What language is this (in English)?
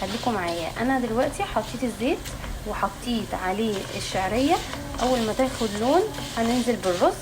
Egyptian Arabic